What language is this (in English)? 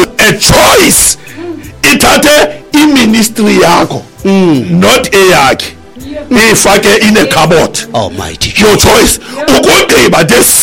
Xhosa